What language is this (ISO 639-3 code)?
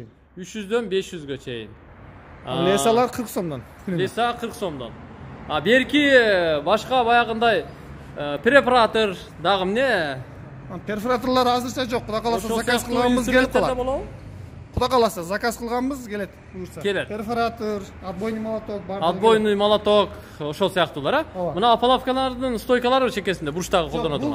kir